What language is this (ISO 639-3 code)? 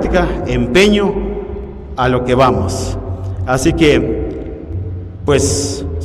poh